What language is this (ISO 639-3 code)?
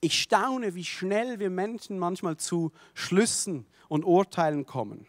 gsw